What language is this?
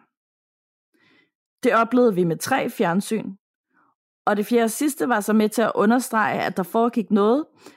Danish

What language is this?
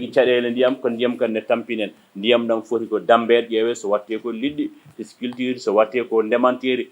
Fula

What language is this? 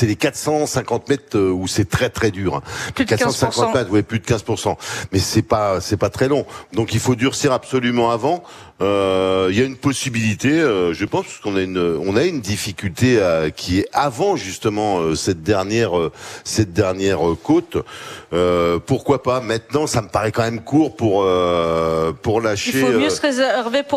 French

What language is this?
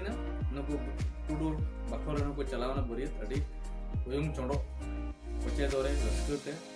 Santali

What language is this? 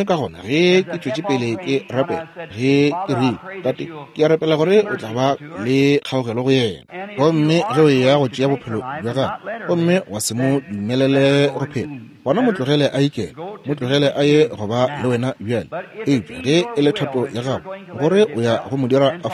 Northern Sotho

